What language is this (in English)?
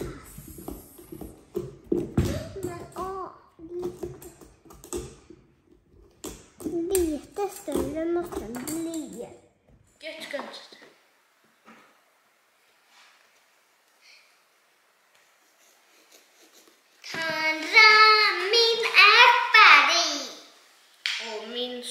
Swedish